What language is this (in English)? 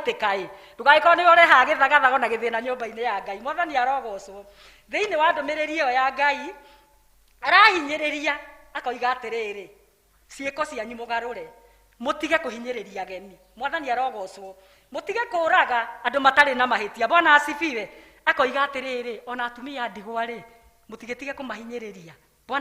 Kikuyu